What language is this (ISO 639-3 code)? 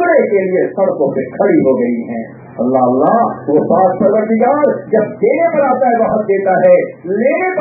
urd